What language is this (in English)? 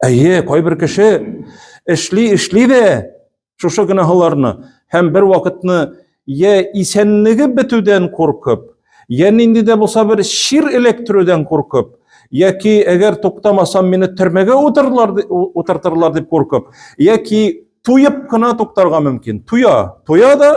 Tatar